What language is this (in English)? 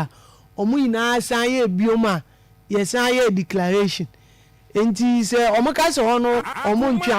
Akan